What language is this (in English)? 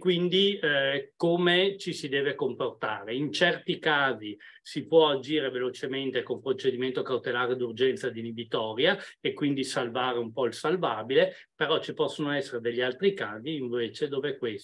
Italian